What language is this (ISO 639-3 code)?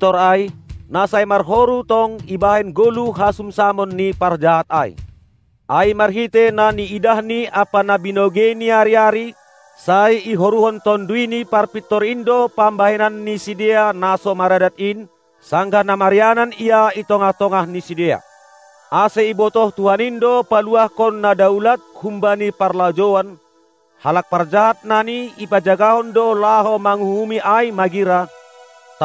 bts